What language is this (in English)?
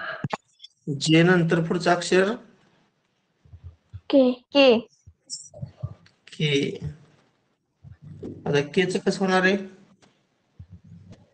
Marathi